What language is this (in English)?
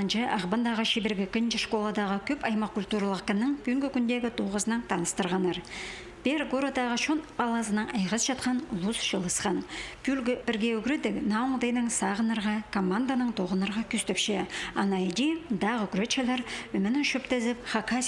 Khakas